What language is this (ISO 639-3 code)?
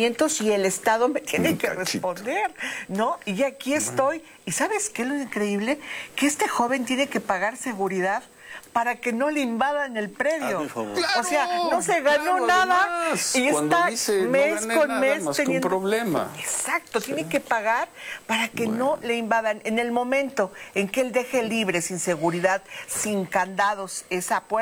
spa